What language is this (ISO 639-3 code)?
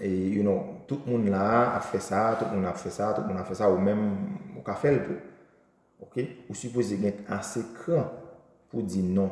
hat